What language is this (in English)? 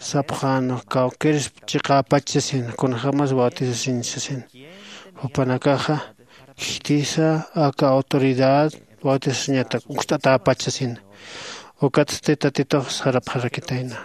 Aymara